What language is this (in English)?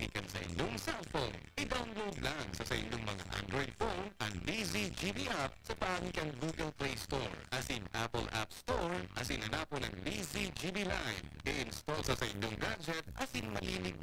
Bikol